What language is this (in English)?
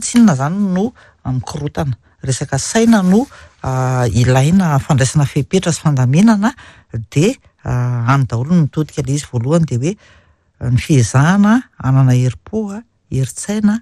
Malagasy